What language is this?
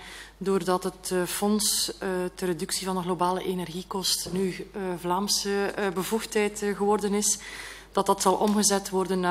Dutch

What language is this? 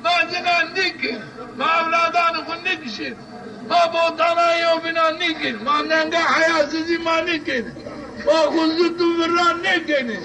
Zaza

